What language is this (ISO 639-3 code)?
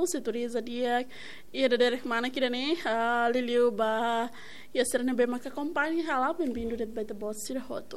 tet